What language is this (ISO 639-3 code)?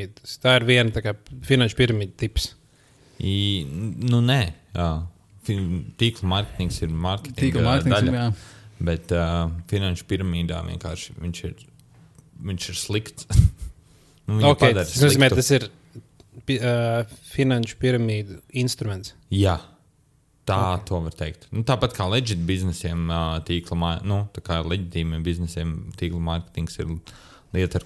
lav